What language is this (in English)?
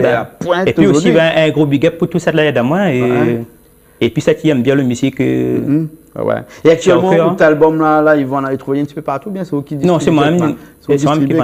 Réunion Creole French